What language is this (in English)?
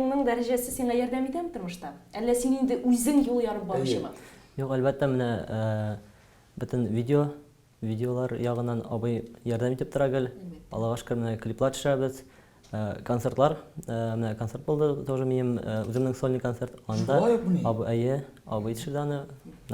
Tatar